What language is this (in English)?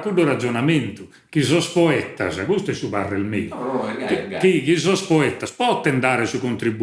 Sardinian